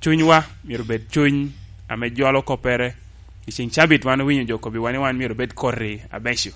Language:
Lango (Uganda)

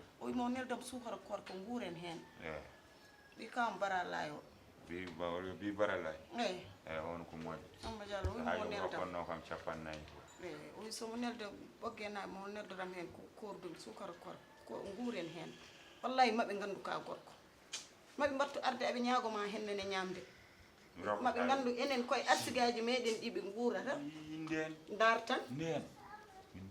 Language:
Fula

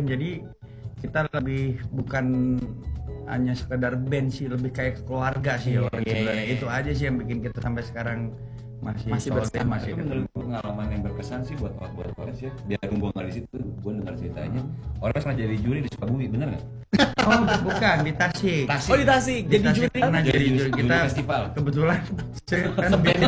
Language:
Indonesian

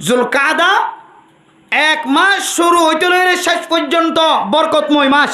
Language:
Rohingya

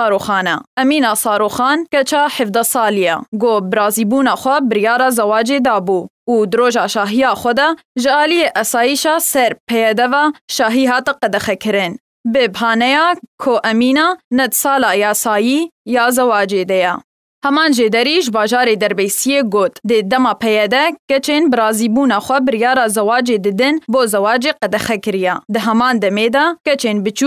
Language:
Kurdish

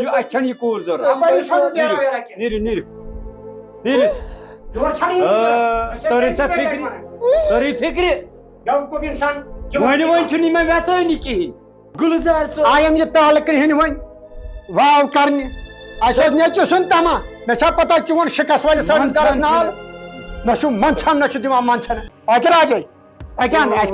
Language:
Kashmiri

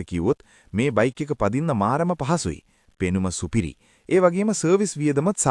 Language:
Sinhala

